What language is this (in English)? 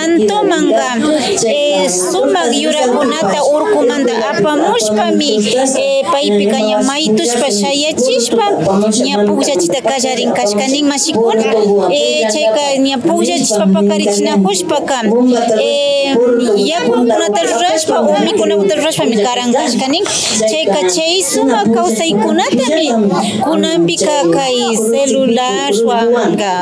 Imbabura Highland Quichua